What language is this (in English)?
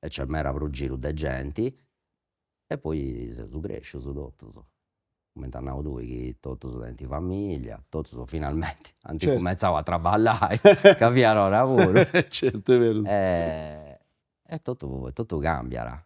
Sardinian